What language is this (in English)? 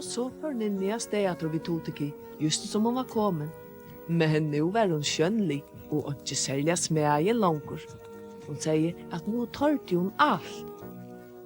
Faroese